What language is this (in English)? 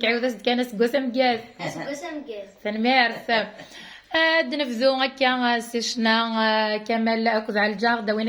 Kabyle